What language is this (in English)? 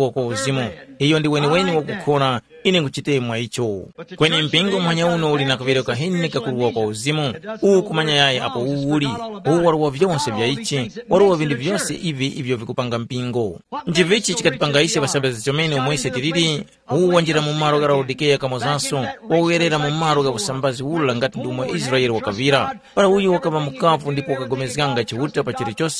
Tumbuka